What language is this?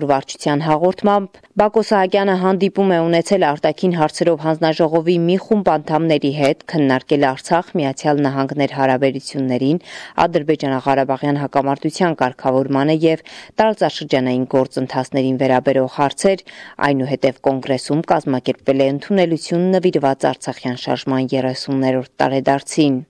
Armenian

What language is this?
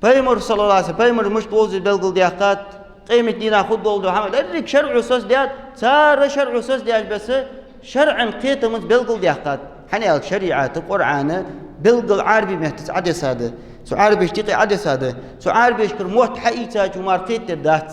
Ingush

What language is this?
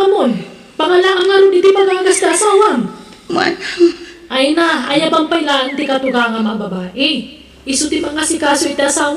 Iloko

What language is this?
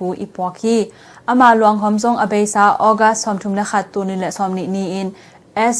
Tedim Chin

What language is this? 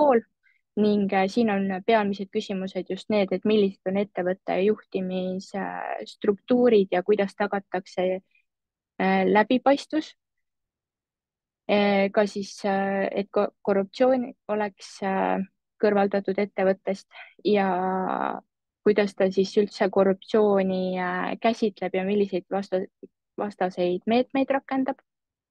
Estonian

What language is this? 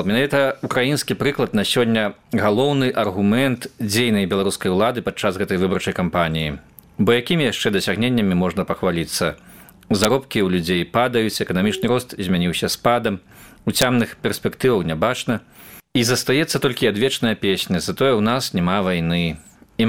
Belarusian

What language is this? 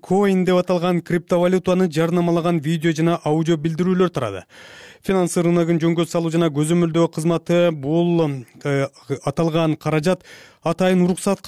Kyrgyz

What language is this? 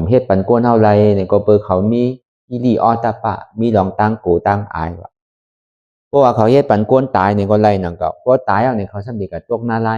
Shan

